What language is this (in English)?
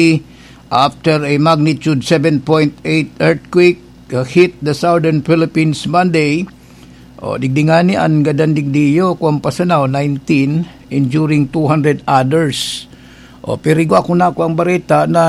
Bikol